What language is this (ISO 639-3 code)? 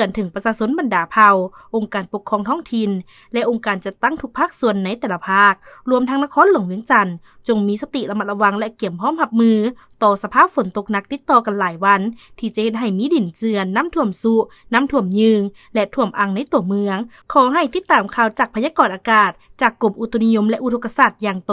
lao